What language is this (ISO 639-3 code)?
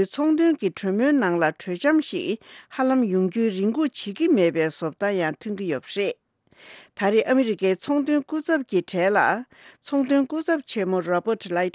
bod